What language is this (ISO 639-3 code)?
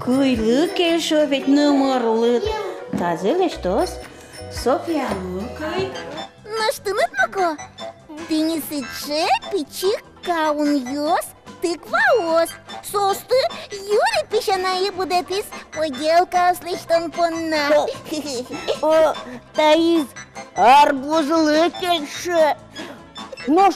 udm